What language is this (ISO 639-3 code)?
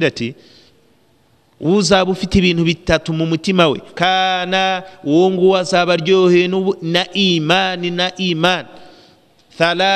kin